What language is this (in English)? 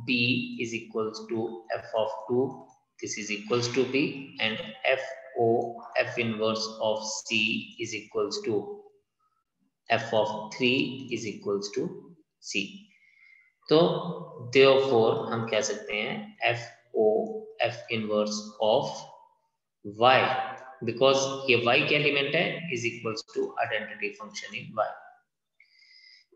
Hindi